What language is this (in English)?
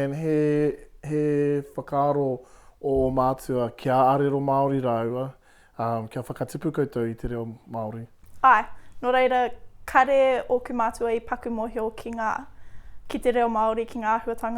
Māori